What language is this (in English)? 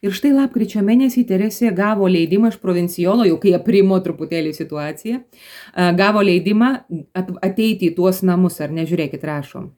Lithuanian